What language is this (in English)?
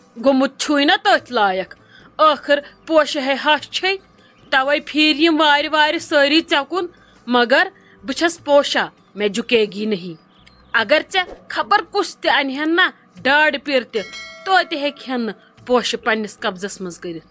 Kashmiri